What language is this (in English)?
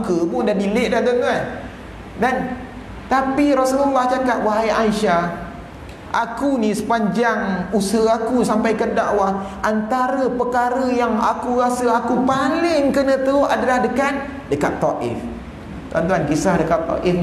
Malay